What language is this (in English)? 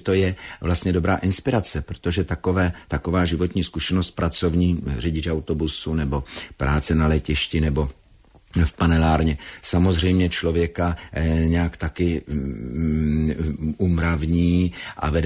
Czech